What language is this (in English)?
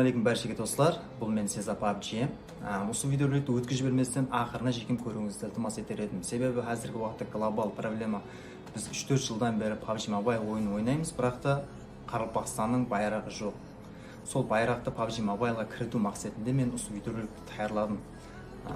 Kara-Kalpak